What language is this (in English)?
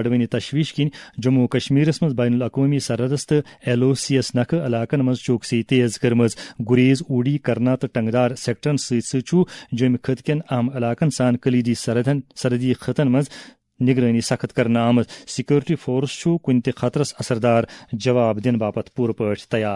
Kashmiri